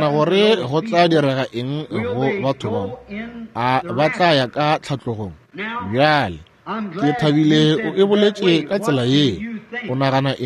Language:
Northern Sotho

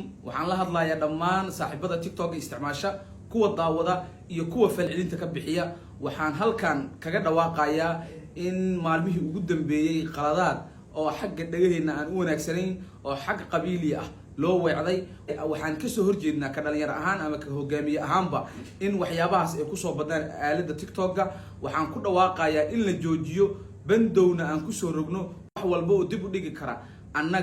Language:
Somali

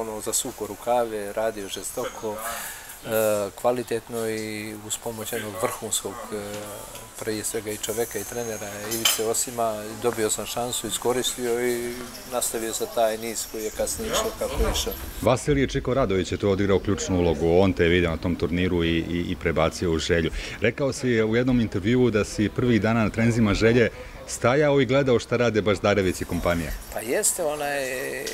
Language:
Bosnian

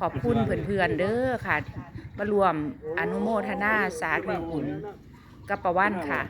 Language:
Northeastern Thai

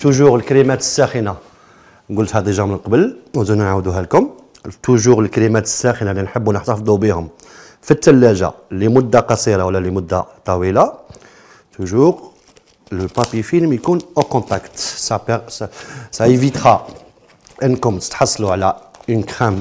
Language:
Algerian Arabic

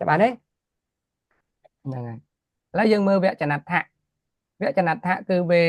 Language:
Khmer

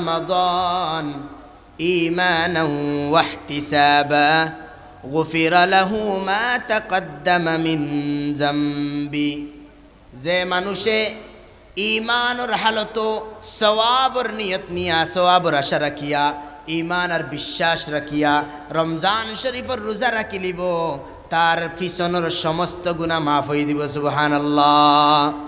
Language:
Sylheti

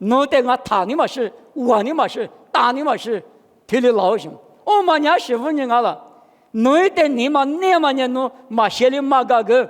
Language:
Lisu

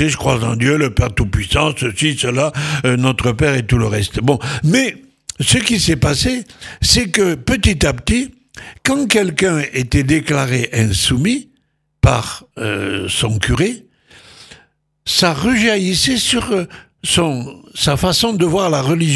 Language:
French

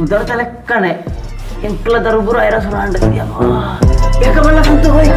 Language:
Tulu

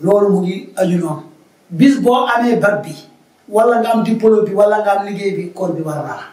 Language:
Wolof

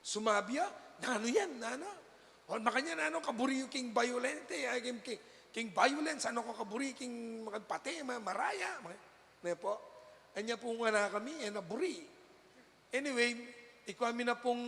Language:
Pampanga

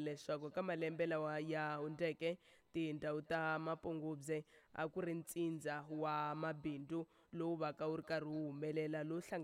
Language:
Tsonga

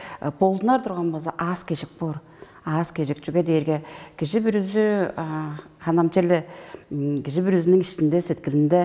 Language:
Tuvinian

